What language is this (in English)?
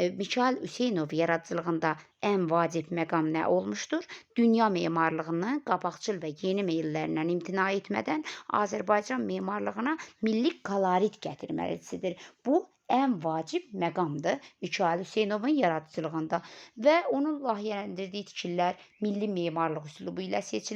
Azerbaijani